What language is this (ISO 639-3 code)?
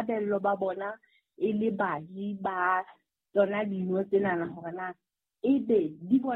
sot